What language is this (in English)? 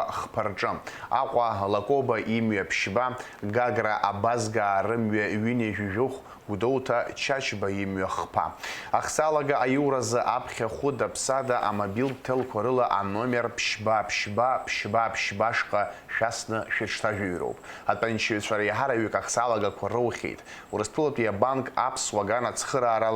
Abkhazian